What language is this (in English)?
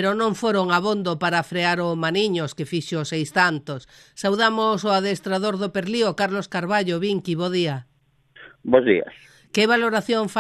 Galician